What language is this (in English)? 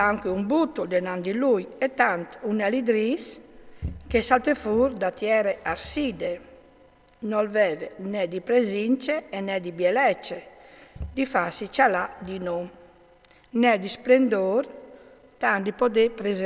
Friulian